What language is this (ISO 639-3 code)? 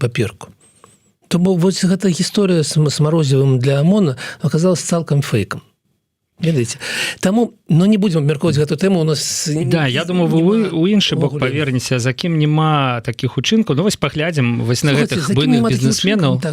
bel